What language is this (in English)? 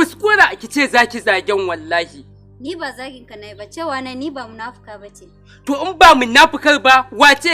Hausa